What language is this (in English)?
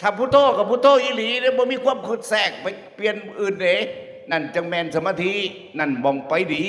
Northeastern Thai